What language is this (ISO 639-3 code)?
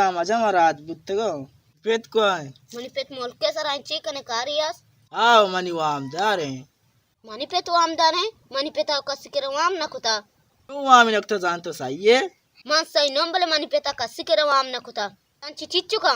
bal